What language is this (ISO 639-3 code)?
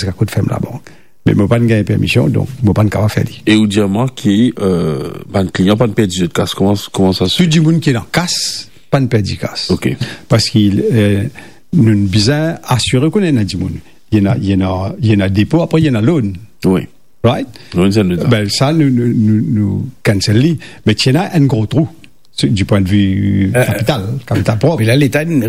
mfe